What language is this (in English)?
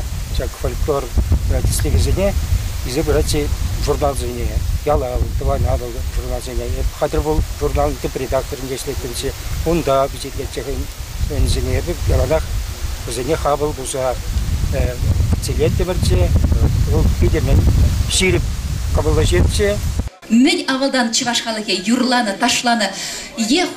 Chuvash